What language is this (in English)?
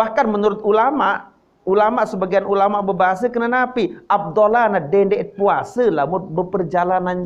Sasak